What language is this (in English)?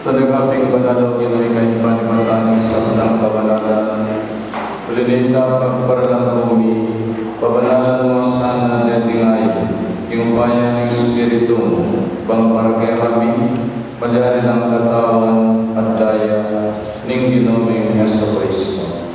Pampanga